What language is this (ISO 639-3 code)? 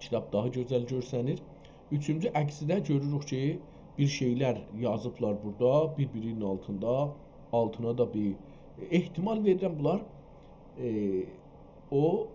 azb